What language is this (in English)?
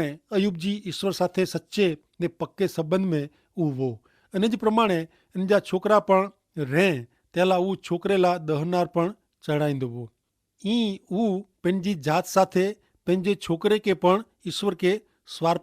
Kachhi